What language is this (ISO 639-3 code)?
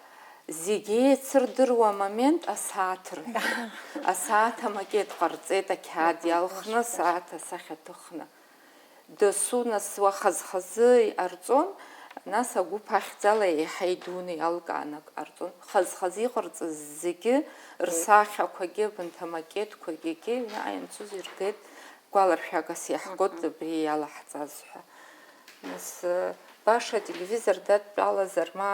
abk